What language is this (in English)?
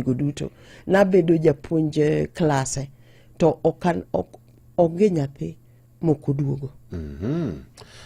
Luo (Kenya and Tanzania)